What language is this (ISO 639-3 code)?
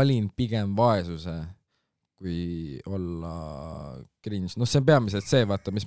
est